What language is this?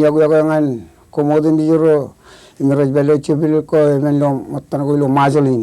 Marshallese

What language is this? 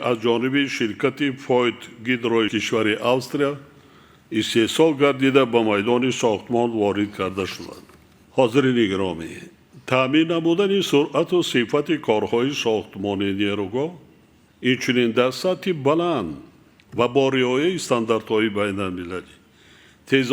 Tajik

